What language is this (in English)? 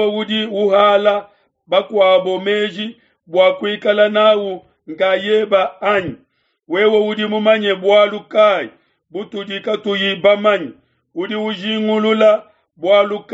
Luba-Lulua